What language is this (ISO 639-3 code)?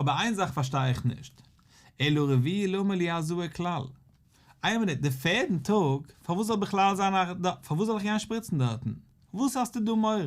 yid